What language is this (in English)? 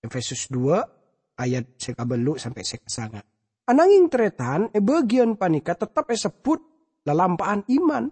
Madurese